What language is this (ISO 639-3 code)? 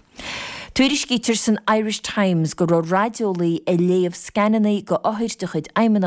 gle